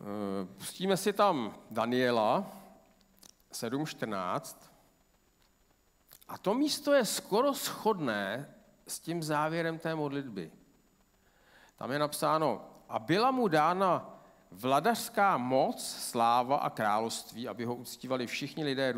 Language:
Czech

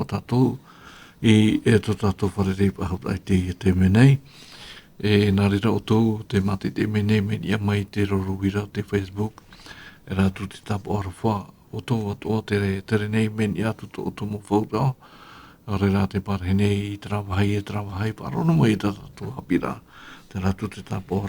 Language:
Tahitian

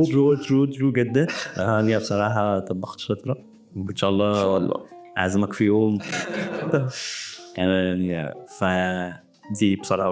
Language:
Egyptian Arabic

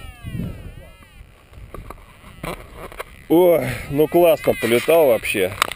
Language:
Russian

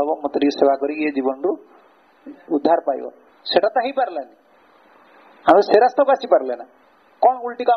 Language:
Odia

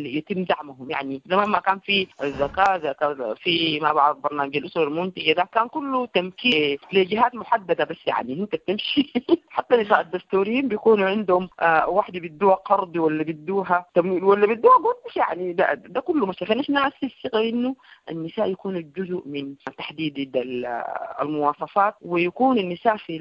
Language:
Sudanese Arabic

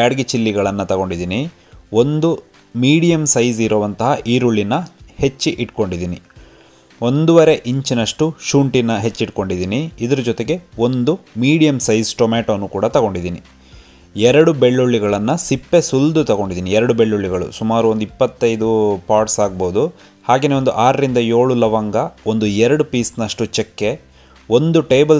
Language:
Kannada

